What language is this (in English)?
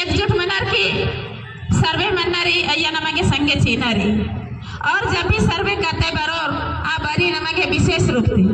Kurukh